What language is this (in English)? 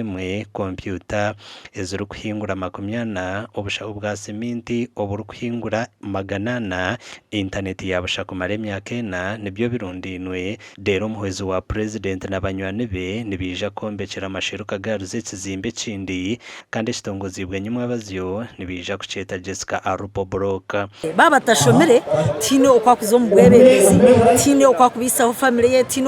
Nyankole